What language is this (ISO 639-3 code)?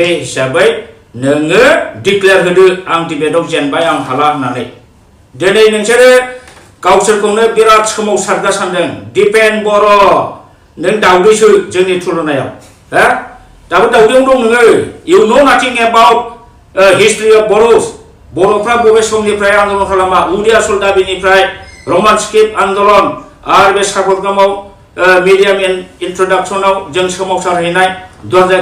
brx